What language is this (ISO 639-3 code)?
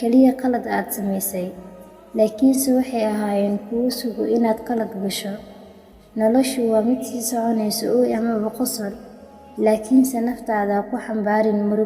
som